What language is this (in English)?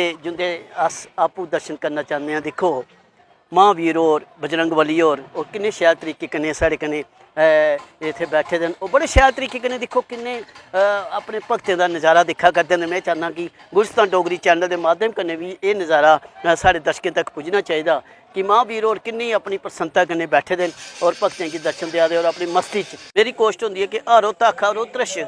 Dogri